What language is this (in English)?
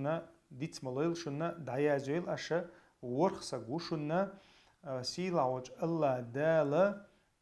Chechen